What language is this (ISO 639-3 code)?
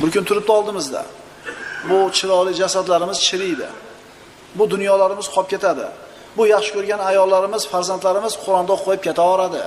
uzb